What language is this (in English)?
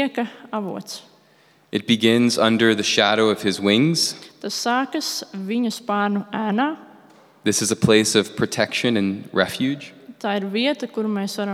Latvian